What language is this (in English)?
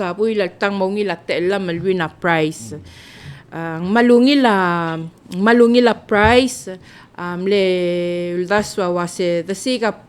Palauan